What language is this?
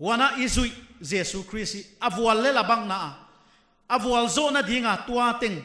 Paite Chin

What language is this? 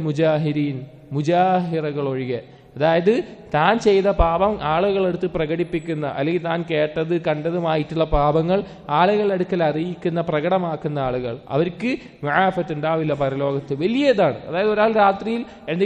Malayalam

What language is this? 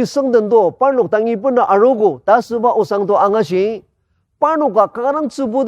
Ao Naga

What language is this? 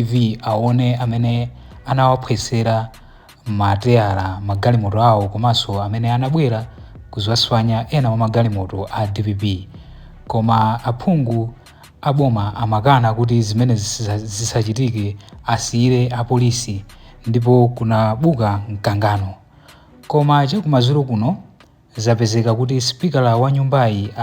Nyanja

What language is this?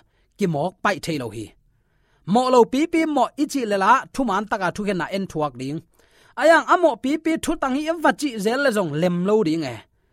Tedim Chin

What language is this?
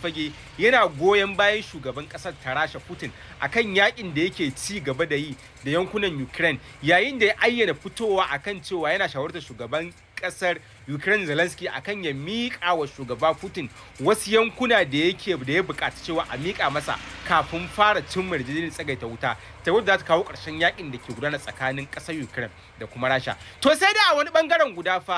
Hausa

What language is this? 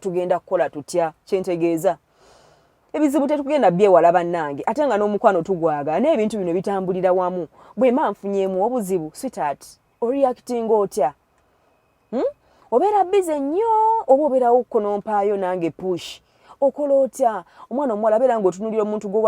Ganda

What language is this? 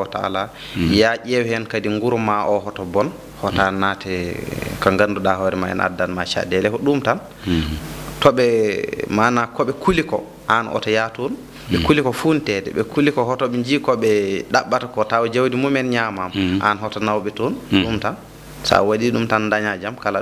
Fula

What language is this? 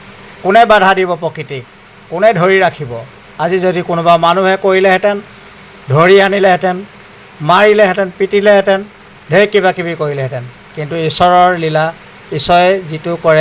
Assamese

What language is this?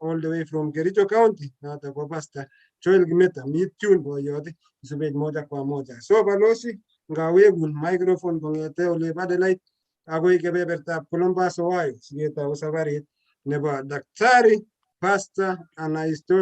Kalenjin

